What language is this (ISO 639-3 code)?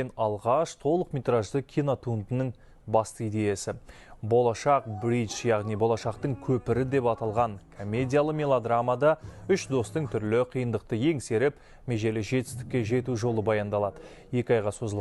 kaz